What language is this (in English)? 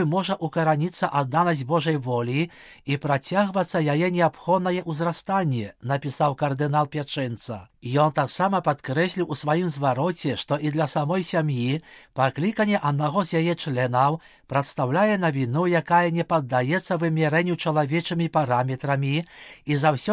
Belarusian